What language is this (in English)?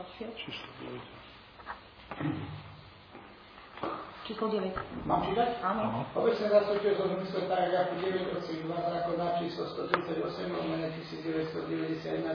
Slovak